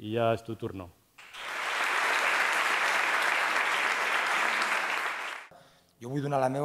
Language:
Catalan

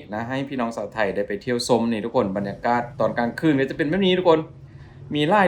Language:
Lao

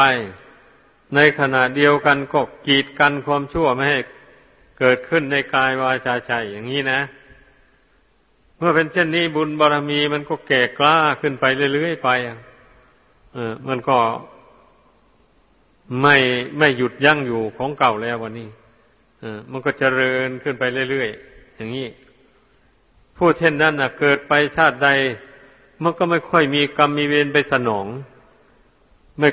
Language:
Thai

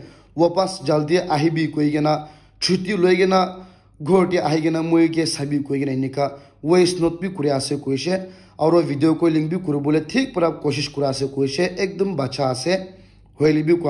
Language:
Naga Pidgin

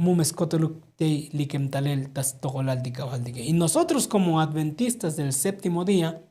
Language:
Tzotzil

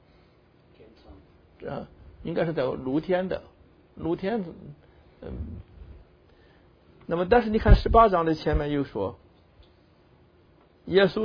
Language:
Chinese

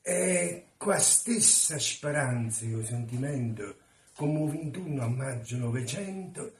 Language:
Neapolitan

